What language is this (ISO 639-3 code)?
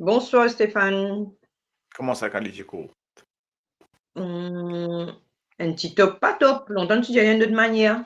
mfe